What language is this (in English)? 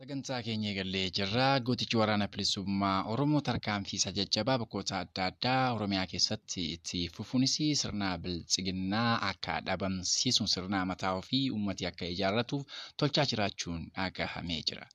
Oromo